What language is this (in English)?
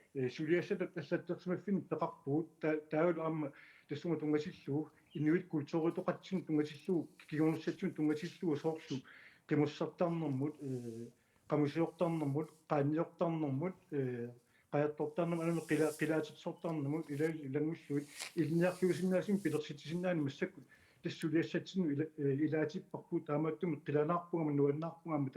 Kalaallisut